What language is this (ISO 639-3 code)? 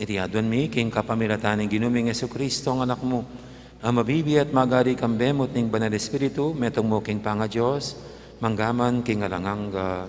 pam